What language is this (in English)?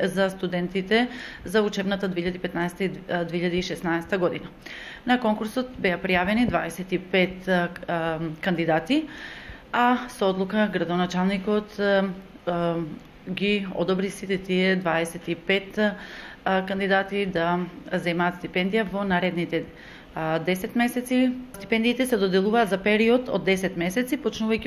Macedonian